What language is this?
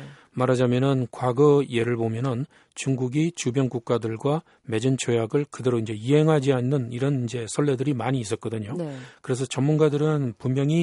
Korean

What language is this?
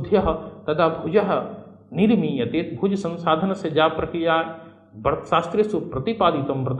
Sanskrit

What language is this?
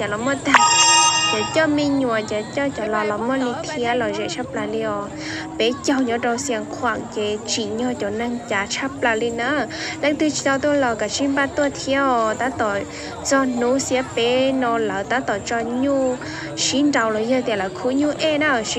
Hmong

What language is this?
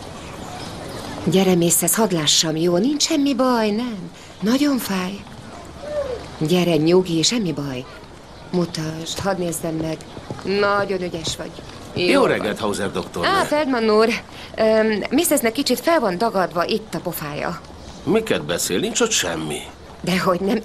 Hungarian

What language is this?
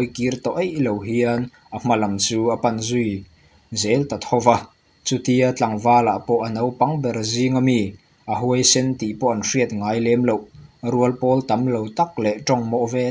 Mizo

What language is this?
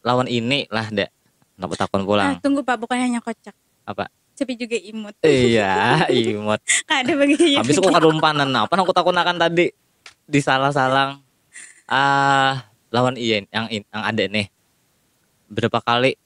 Banjar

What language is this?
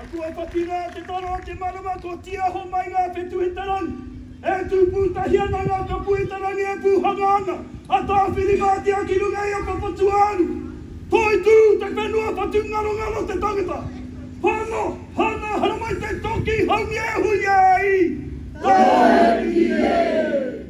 Māori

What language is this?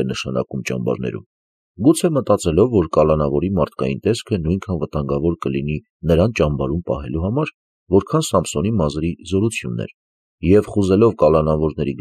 Armenian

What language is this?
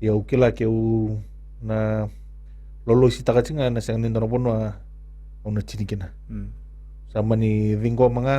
Fijian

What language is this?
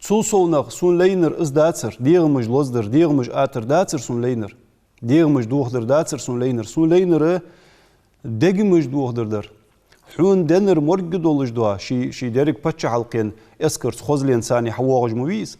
Ingush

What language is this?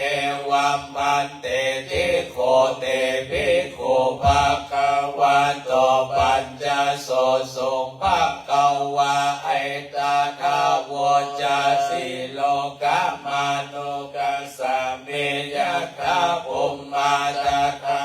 Pali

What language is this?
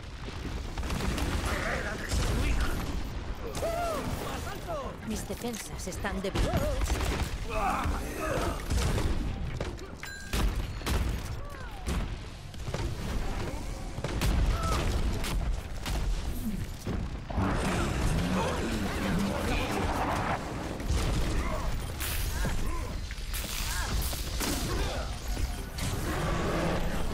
Spanish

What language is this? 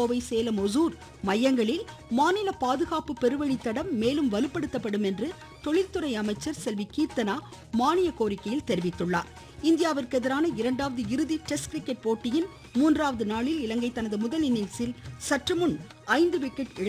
Tamil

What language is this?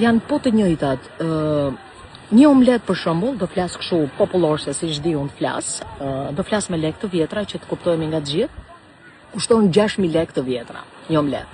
Albanian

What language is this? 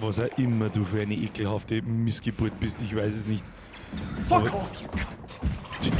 Bavarian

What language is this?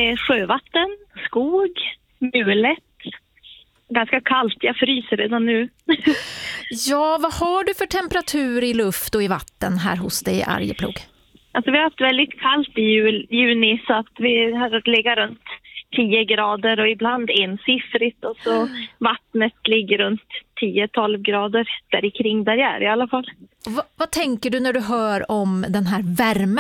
Swedish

